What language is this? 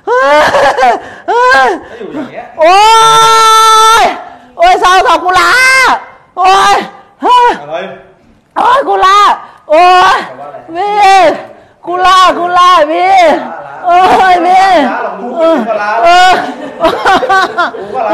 Thai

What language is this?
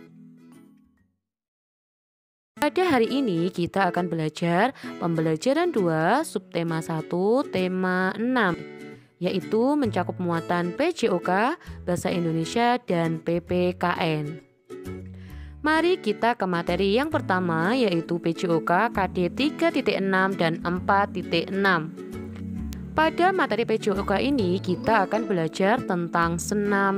Indonesian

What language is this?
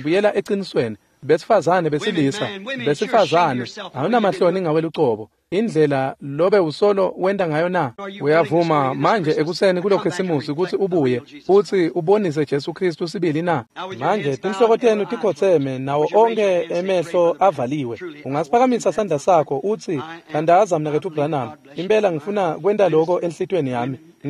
Swati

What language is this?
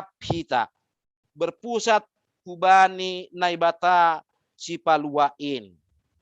Batak Simalungun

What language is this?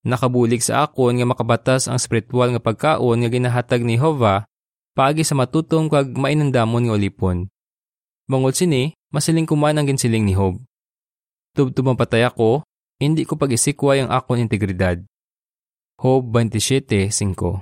Hiligaynon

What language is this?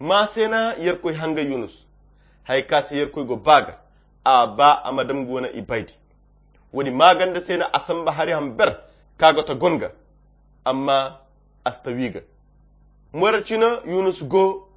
Koyra Chiini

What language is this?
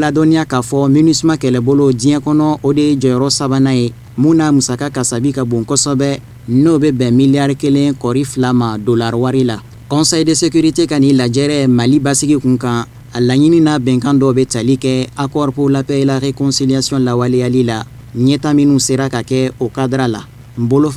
Bambara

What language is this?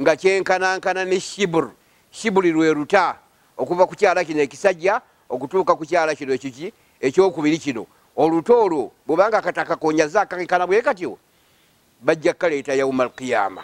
Ganda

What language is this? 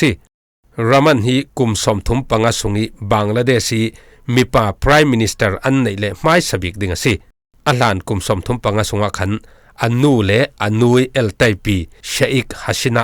Falam Chin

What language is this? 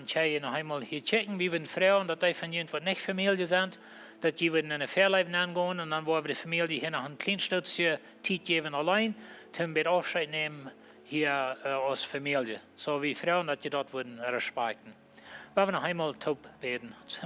Plautdietsch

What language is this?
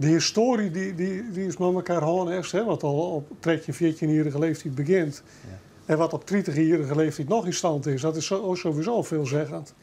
Western Frisian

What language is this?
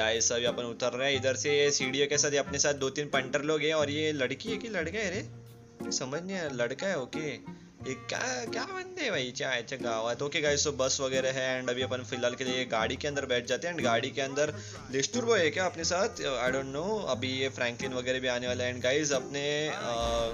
Hindi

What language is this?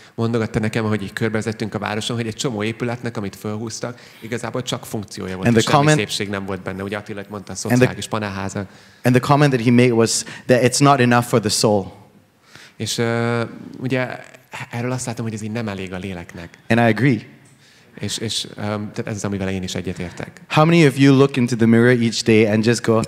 Hungarian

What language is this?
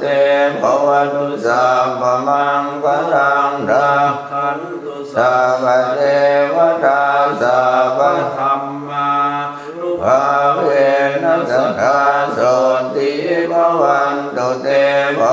Pali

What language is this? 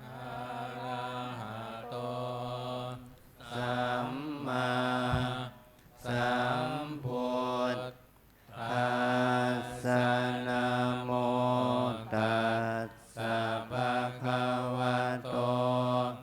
Pali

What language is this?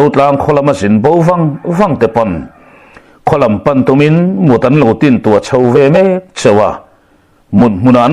Mizo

